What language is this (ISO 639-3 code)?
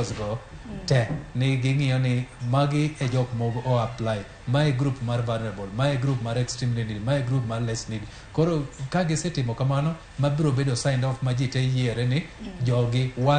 luo